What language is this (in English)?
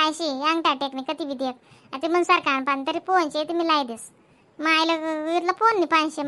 Khandesi